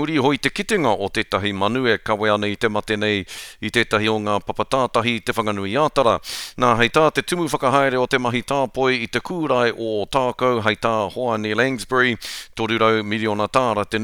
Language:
Māori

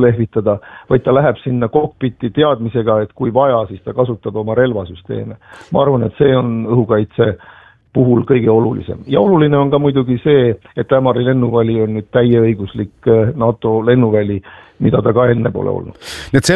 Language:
Estonian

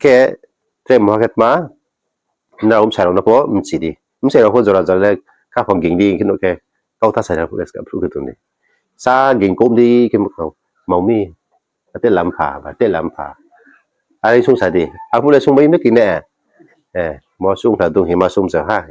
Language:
Riang (India)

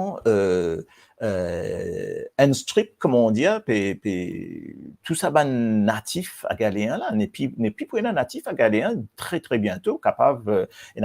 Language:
Morisyen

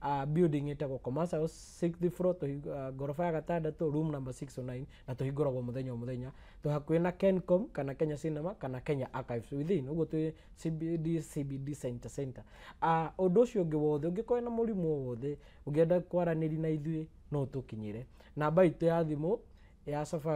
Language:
Kikuyu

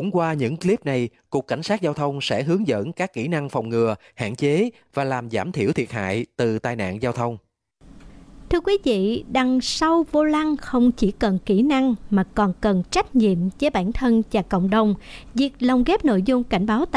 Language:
Vietnamese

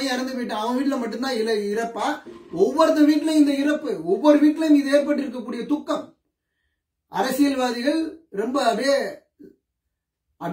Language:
Tamil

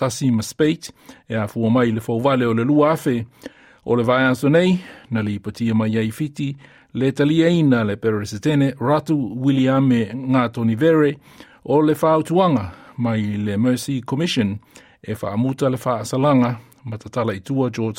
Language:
Samoan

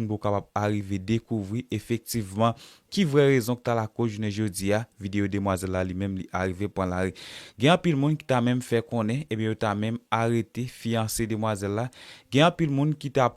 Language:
Haitian Creole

